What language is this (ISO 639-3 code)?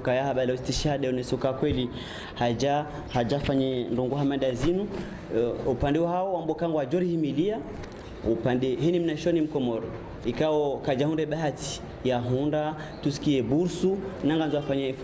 zdj